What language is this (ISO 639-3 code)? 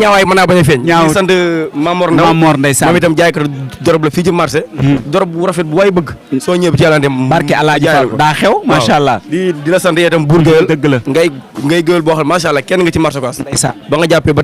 wol